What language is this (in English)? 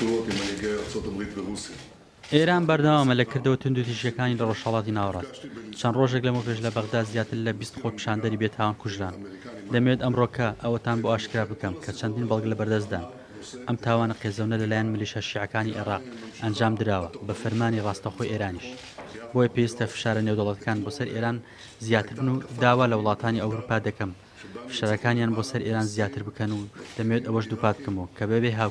Central Kurdish